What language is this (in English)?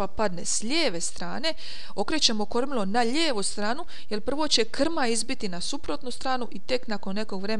Croatian